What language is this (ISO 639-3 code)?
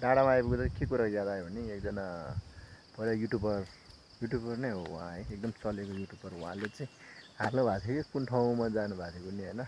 nep